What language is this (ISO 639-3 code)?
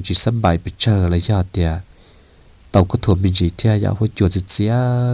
hmn